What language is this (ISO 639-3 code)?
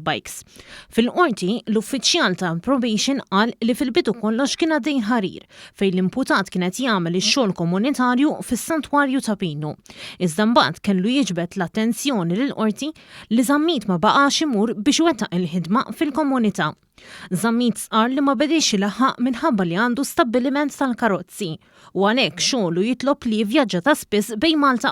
mlt